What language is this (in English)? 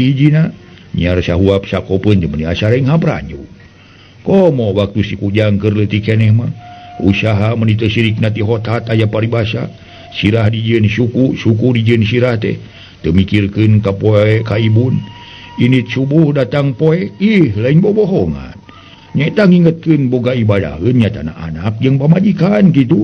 Sundanese